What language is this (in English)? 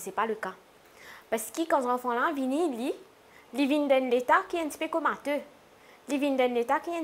Morisyen